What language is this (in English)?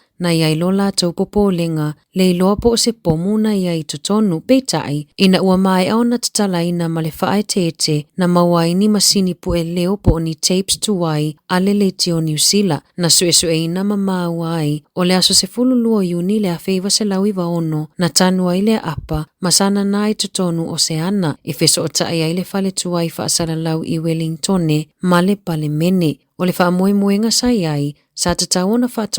Samoan